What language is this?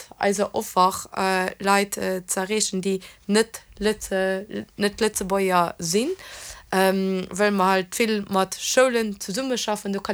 Luxembourgish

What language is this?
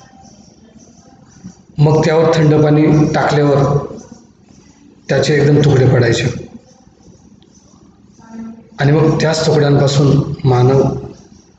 Marathi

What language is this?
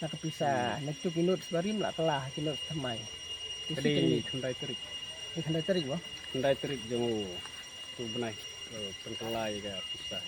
Khasi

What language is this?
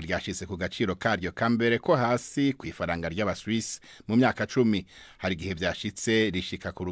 Rundi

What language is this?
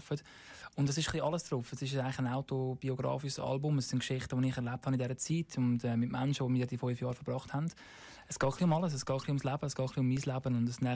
Swiss German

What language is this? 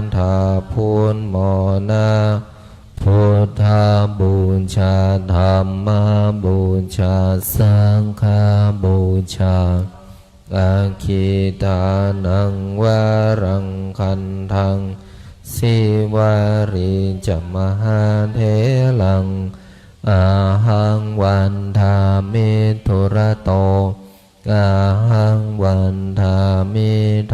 Pali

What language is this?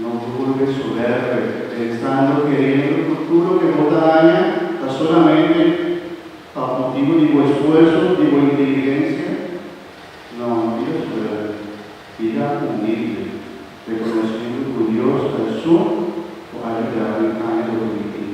Papiamento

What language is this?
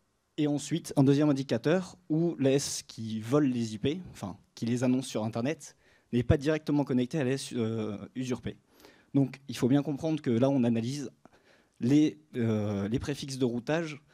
French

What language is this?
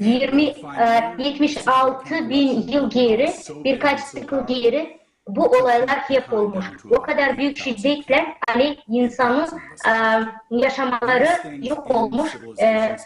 Gagauz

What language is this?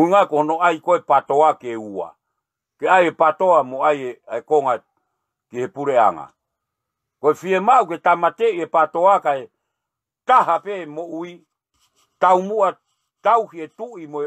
Tongan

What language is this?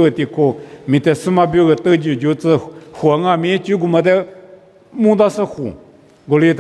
Lisu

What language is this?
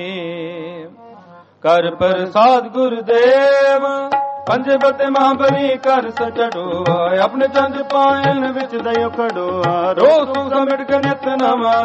Punjabi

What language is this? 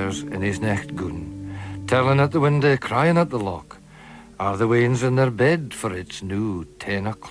Scots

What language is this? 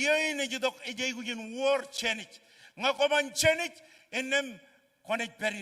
Marshallese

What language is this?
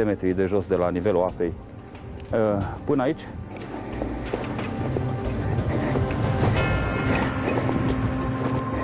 Romanian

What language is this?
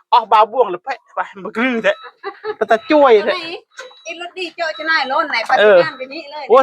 Northeastern Thai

